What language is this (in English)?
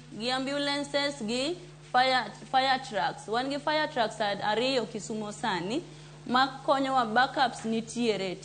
Luo (Kenya and Tanzania)